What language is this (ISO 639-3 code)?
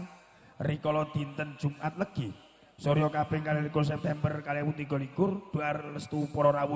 jav